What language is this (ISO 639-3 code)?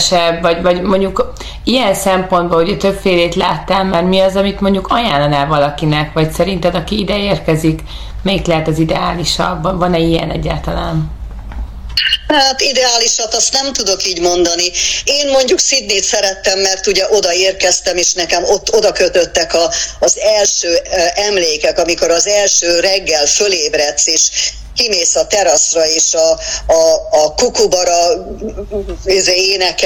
hun